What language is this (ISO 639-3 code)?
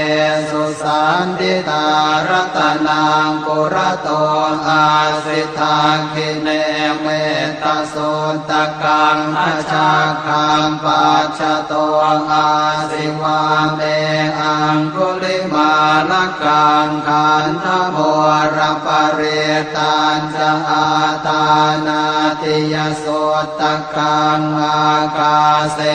pli